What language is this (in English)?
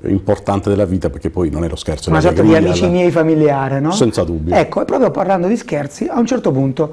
Italian